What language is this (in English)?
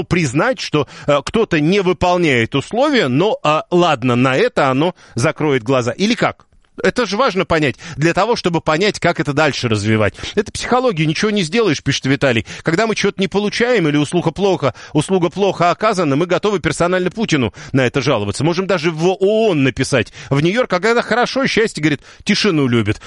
Russian